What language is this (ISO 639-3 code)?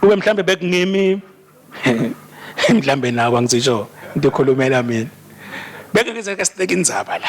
ssw